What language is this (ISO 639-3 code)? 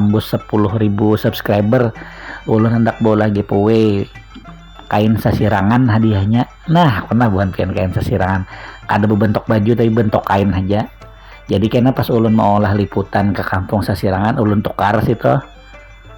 bjn